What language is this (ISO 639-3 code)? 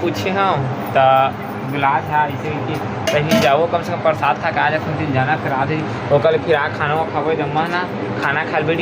hne